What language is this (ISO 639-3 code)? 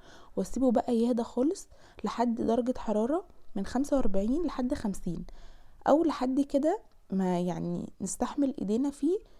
arz